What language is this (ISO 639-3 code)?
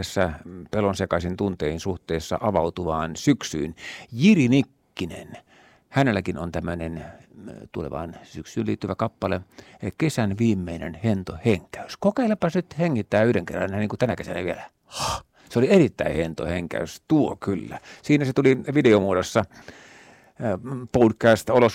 fin